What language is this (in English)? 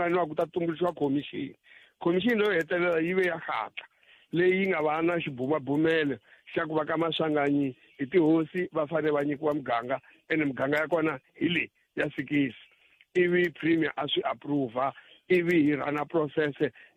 Tsonga